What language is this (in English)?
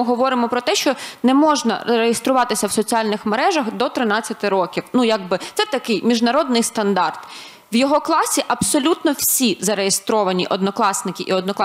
Ukrainian